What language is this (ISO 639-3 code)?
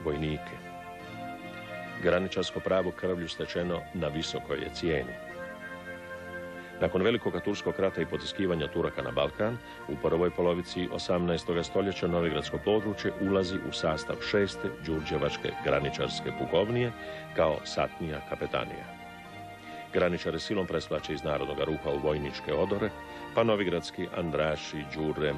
hrv